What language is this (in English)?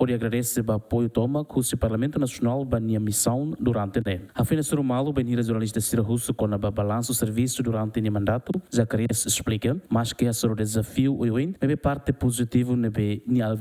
Tetum